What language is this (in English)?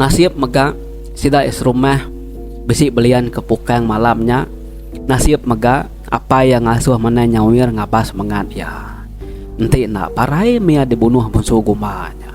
Iban